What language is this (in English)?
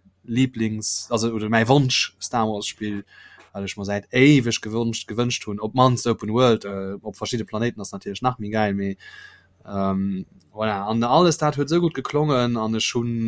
Luxembourgish